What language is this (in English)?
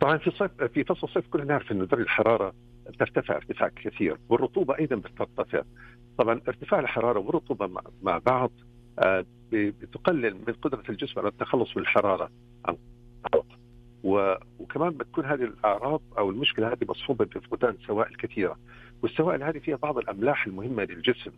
Najdi Arabic